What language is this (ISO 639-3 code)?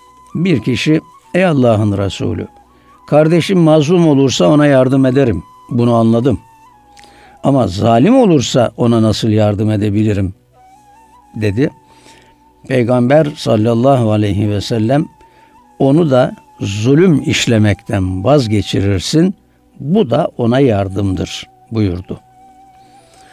tur